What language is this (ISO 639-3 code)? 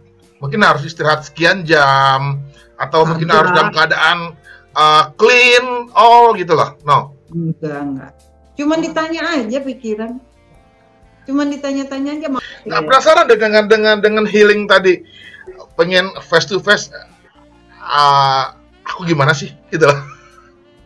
ind